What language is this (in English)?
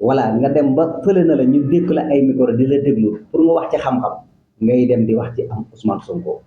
Wolof